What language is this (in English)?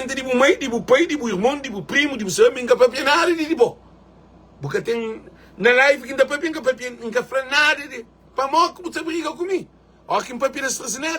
Kabuverdianu